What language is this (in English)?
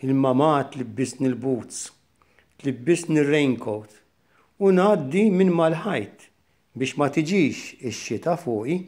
Maltese